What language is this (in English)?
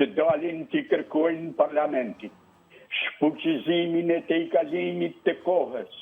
Albanian